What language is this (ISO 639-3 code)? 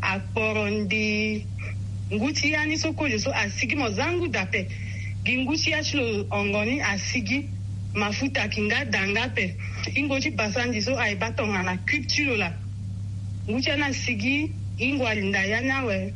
sag